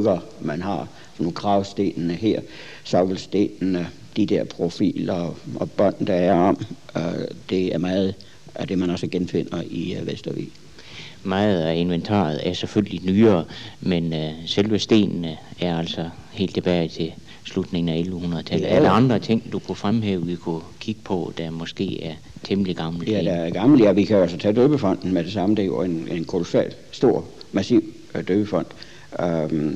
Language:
Danish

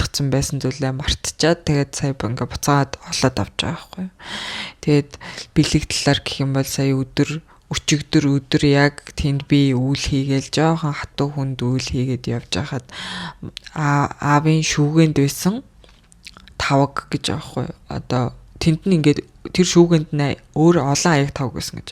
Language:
Mongolian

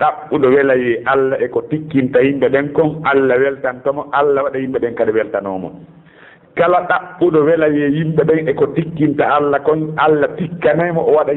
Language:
Fula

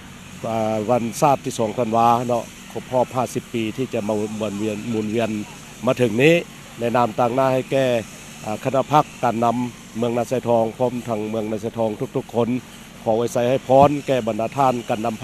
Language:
Lao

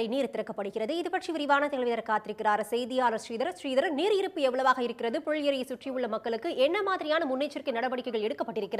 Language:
Tamil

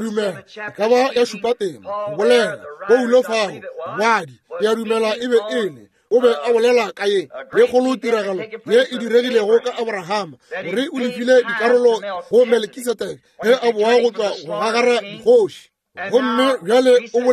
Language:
Northern Sotho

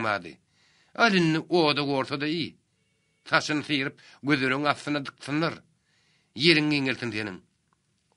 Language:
Turkmen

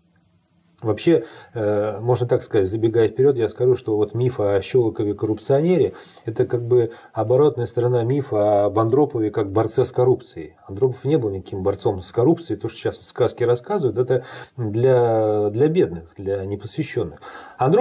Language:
Russian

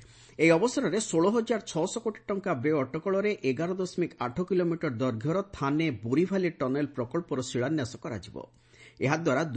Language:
Odia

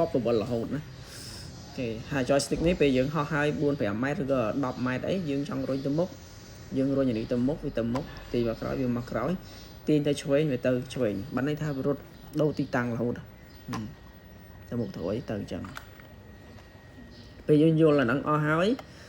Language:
Khmer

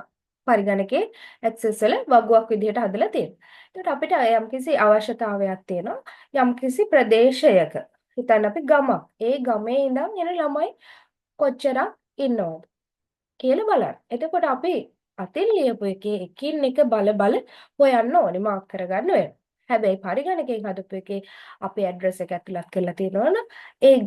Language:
Sinhala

